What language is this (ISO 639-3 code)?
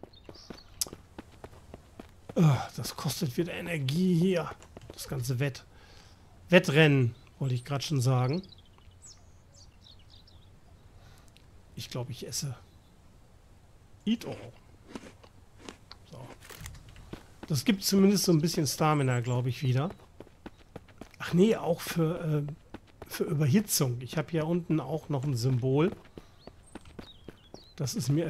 deu